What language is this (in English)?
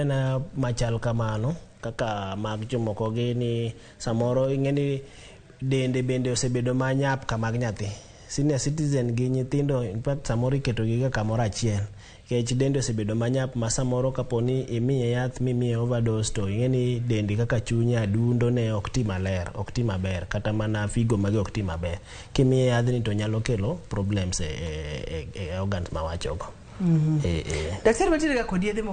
Luo (Kenya and Tanzania)